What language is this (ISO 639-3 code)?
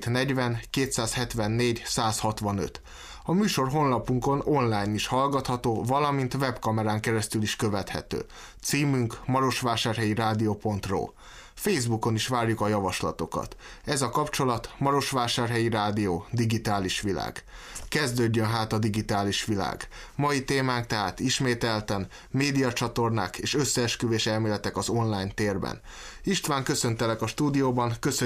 hun